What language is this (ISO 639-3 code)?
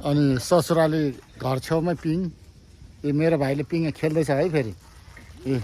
nep